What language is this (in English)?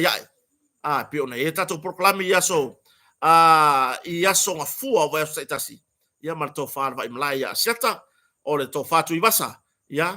Samoan